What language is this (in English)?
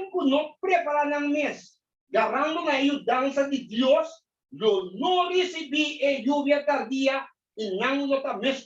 Papiamento